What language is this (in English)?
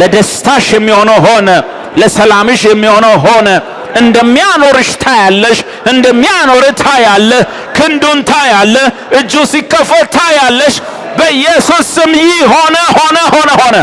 Amharic